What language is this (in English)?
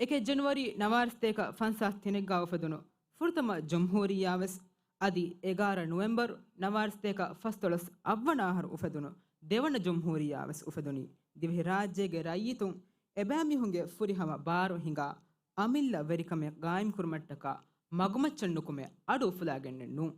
Divehi